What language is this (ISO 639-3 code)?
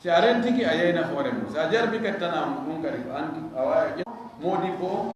ful